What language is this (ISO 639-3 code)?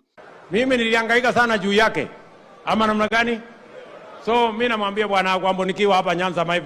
guz